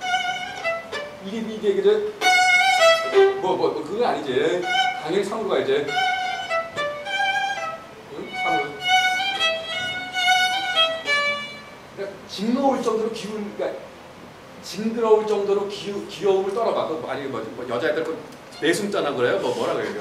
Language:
Korean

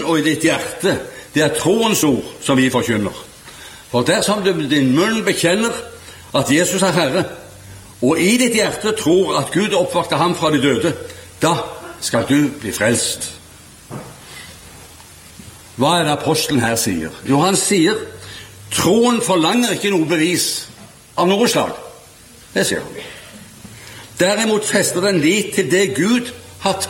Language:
Norwegian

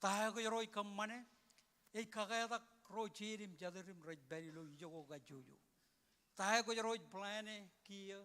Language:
Marshallese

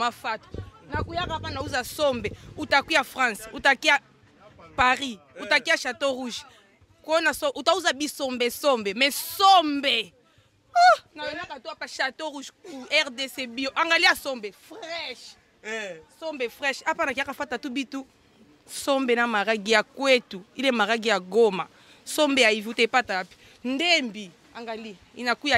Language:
Lingala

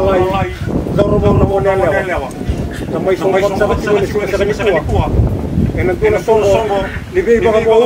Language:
Fijian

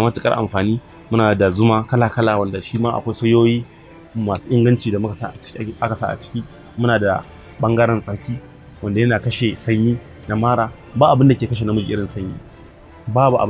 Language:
Hausa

